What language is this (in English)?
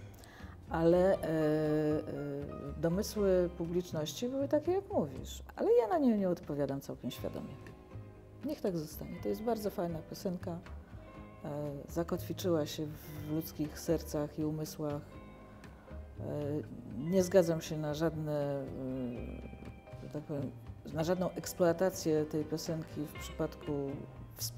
Polish